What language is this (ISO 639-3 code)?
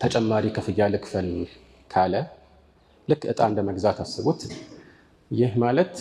amh